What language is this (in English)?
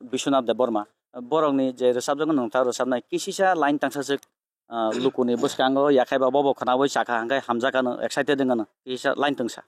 Kok Borok